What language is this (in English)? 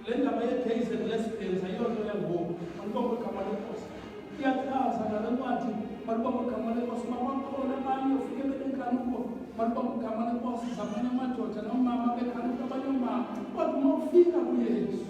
Xhosa